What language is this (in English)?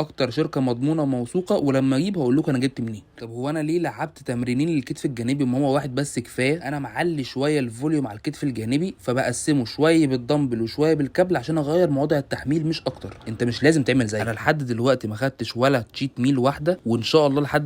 Egyptian Arabic